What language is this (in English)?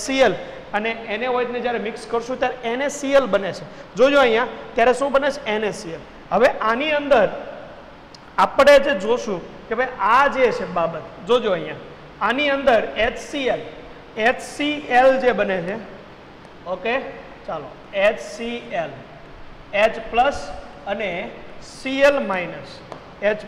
Gujarati